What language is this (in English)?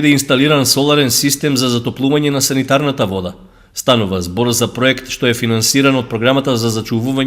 Macedonian